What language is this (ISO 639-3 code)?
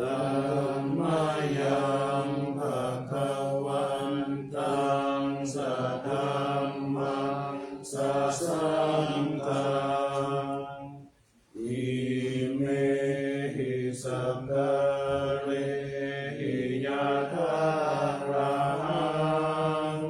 pli